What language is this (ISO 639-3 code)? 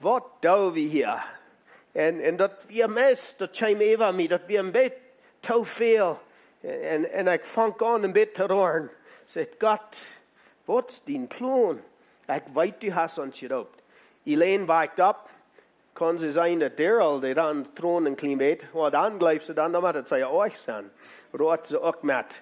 pdt